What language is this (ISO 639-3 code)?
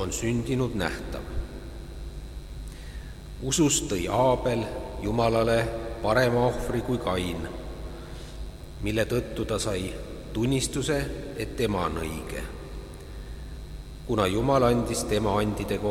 est